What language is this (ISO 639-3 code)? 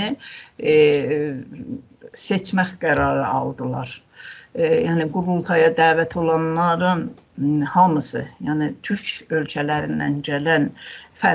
azb